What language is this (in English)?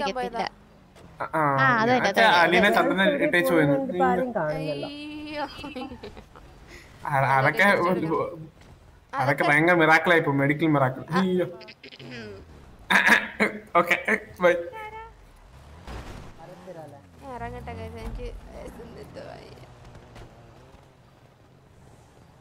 Malayalam